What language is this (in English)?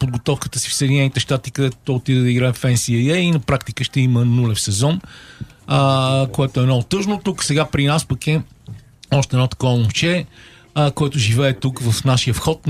Bulgarian